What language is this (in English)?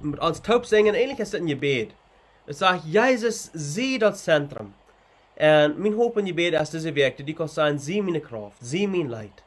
Plautdietsch